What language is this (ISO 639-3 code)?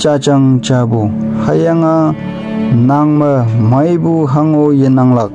nbe